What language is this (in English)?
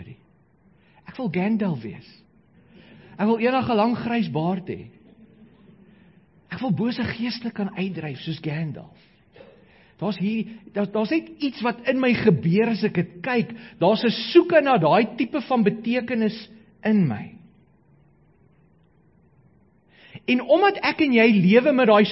Afrikaans